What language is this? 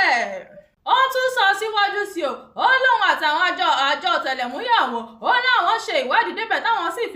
Yoruba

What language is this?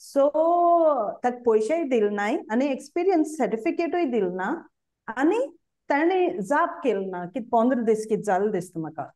Konkani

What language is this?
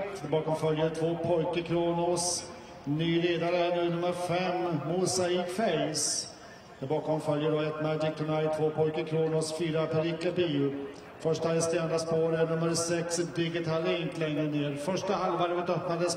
Swedish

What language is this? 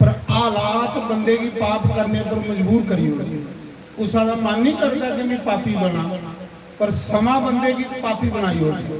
Dogri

